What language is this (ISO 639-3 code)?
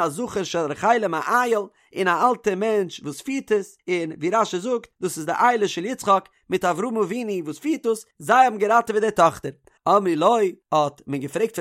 yid